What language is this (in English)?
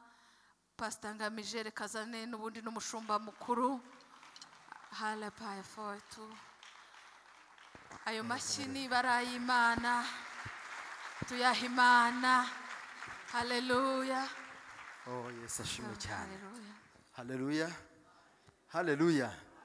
Kinyarwanda